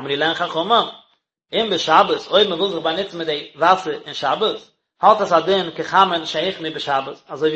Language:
Yiddish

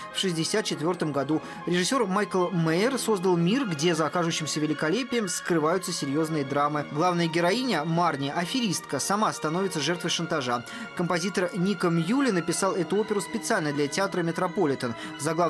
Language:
Russian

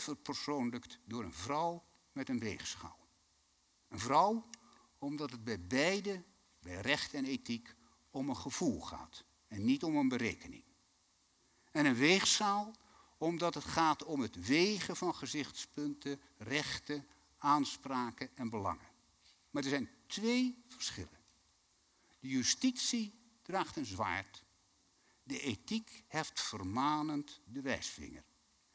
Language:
Dutch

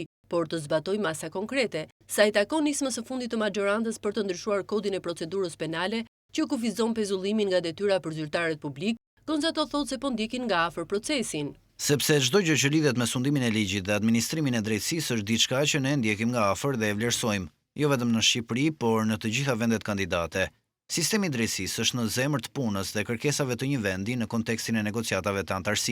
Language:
Albanian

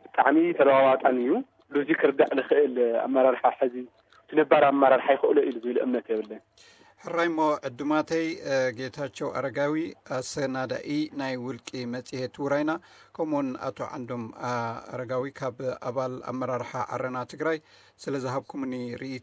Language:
Tigrinya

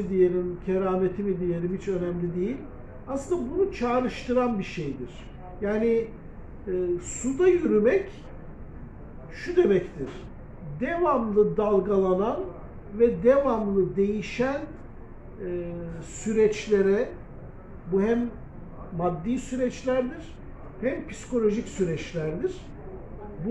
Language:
Turkish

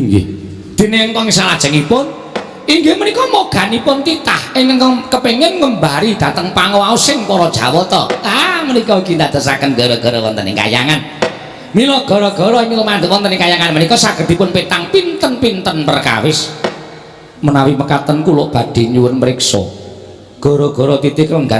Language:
Javanese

